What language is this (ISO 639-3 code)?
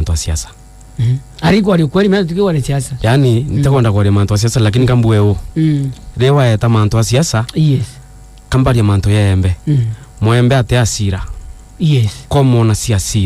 mer